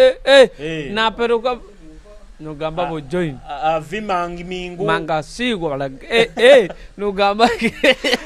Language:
Nyoro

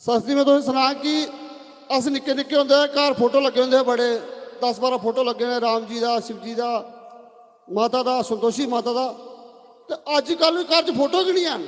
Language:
Dogri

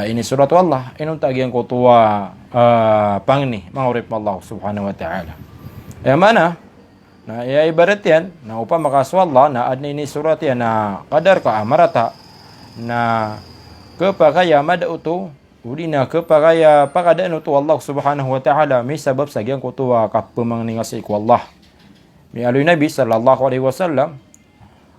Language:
Maranao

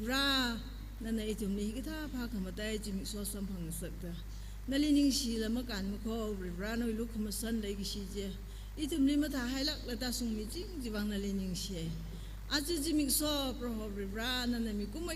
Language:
Tangkhul Naga (India)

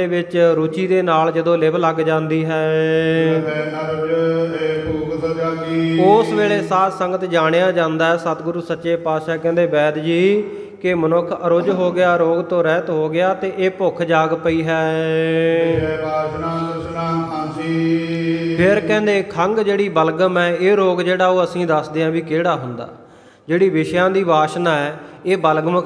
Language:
Punjabi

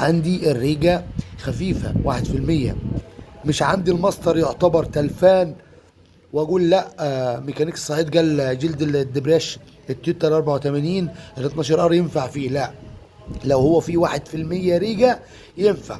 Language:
Egyptian Arabic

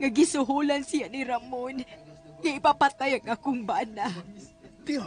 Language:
Cebuano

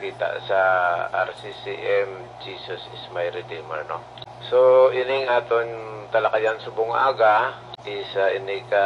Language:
Hiligaynon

